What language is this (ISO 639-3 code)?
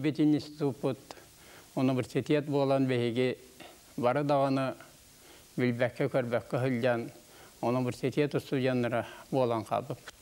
sah